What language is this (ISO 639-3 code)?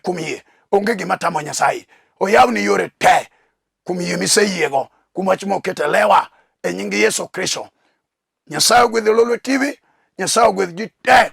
luo